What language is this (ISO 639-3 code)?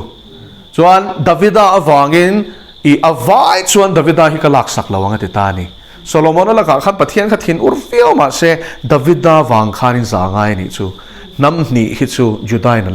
lus